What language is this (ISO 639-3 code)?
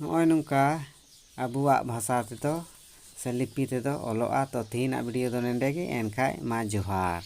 sat